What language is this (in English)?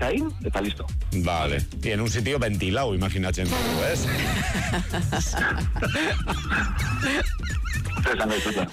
Basque